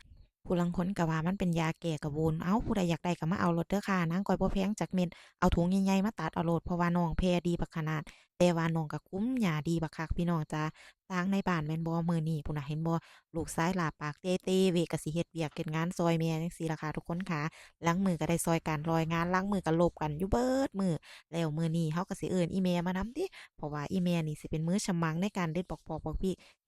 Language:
Northeastern Thai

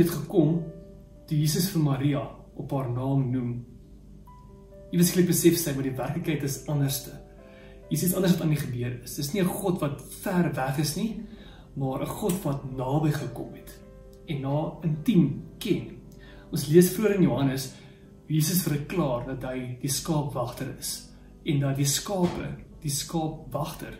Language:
Afrikaans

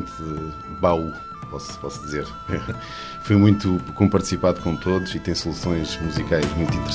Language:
Portuguese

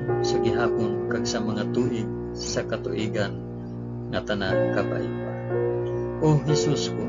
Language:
Hiligaynon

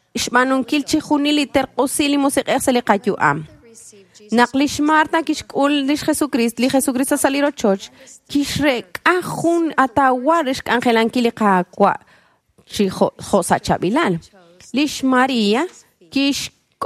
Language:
Kekchí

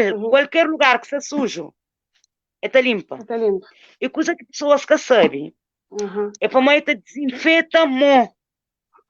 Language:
Kabuverdianu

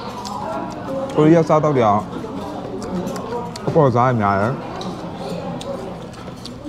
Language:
Burmese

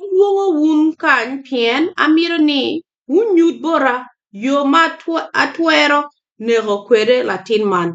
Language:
Acoli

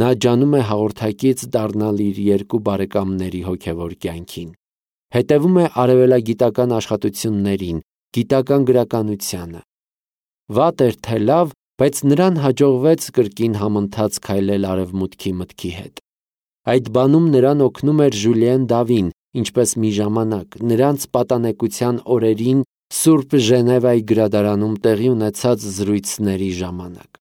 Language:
Armenian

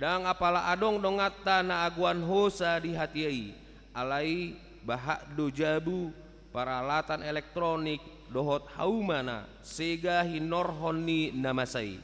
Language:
Batak Toba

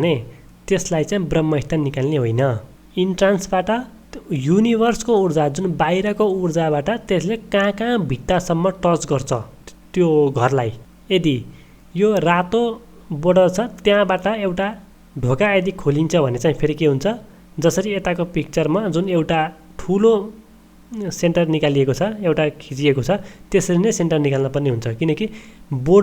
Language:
Nepali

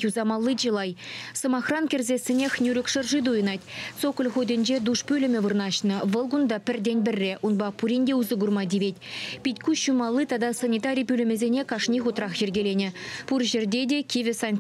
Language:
Chuvash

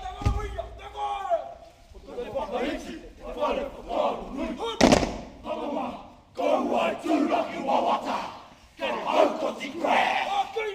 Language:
Māori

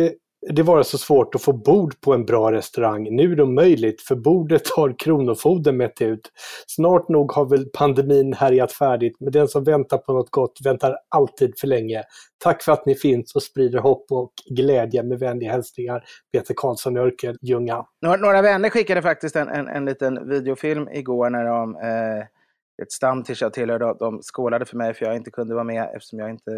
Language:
Swedish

